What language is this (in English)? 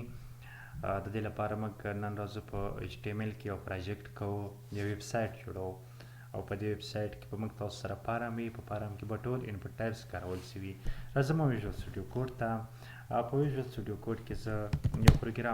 Pashto